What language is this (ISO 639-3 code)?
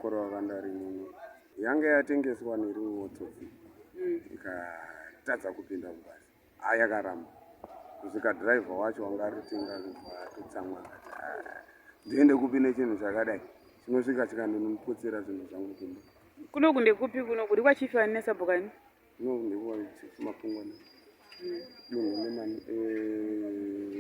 sna